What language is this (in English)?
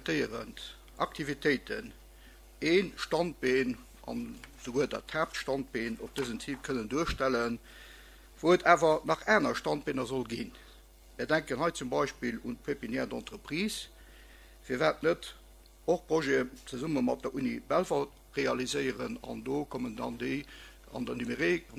Luxembourgish